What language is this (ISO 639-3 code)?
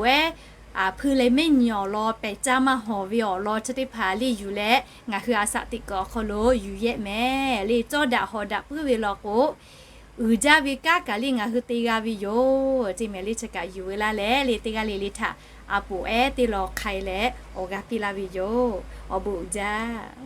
lhu